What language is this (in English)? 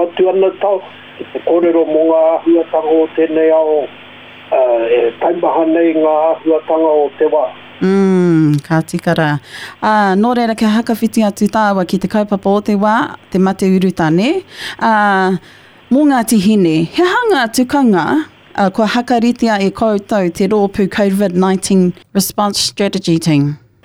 Māori